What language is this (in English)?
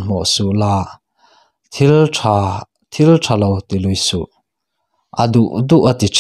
Mizo